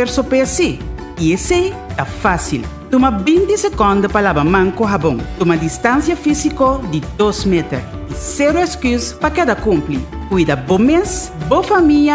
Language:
Papiamento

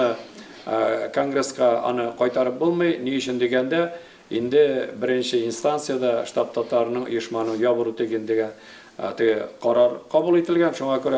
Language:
Tatar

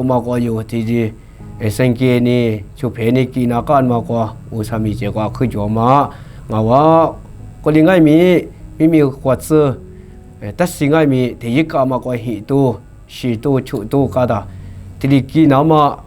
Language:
Lisu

